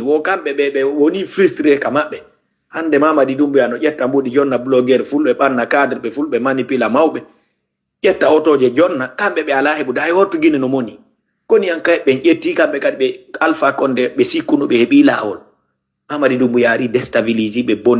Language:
Fula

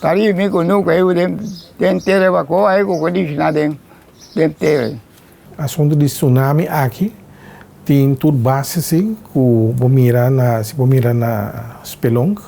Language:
Papiamento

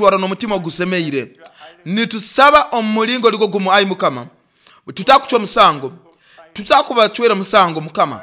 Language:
Nyoro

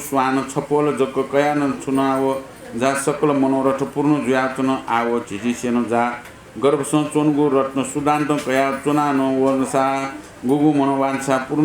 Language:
Newari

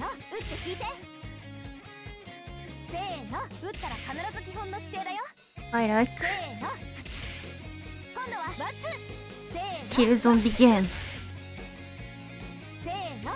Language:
Japanese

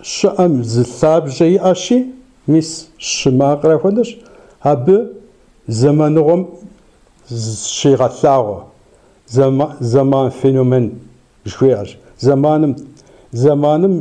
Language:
Kabardian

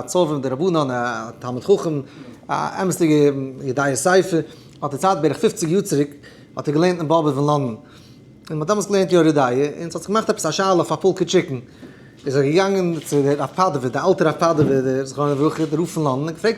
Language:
Yiddish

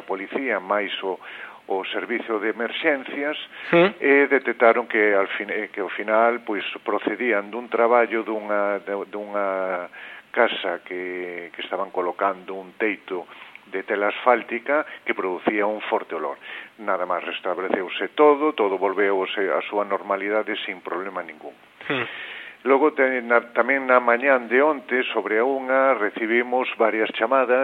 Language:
Galician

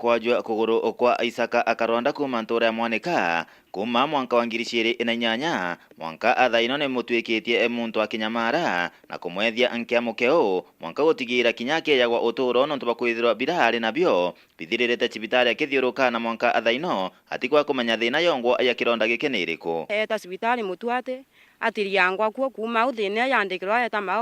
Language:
Meru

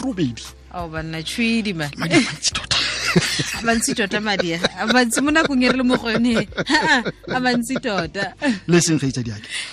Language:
Tswana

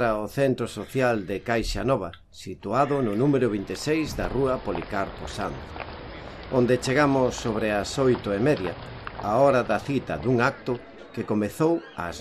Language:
Galician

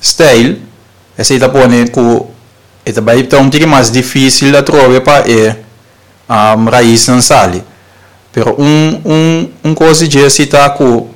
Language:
Papiamento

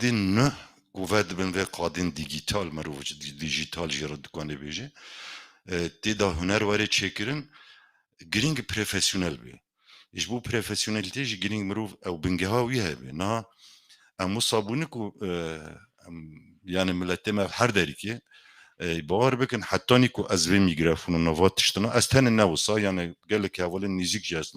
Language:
Kurdish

